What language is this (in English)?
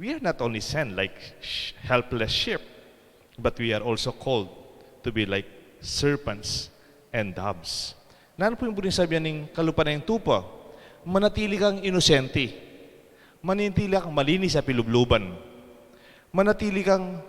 Pampanga